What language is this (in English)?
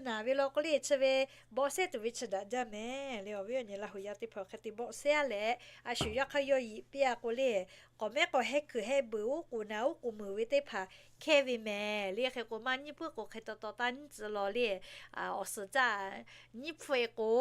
Lahu